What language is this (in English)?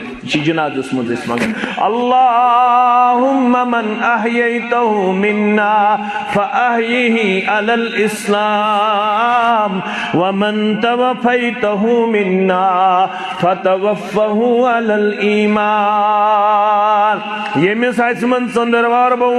Kashmiri